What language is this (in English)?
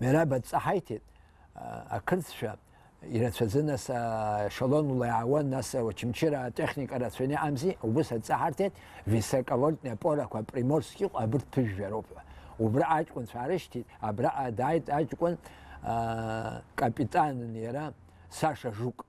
Abkhazian